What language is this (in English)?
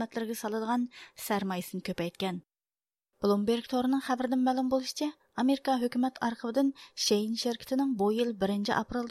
Uyghur